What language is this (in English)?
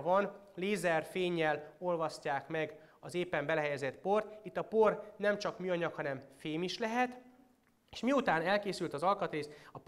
Hungarian